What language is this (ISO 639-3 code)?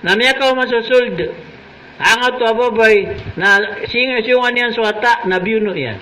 mrw